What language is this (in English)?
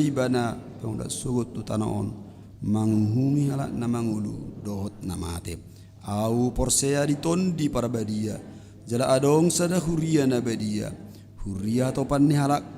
Batak Toba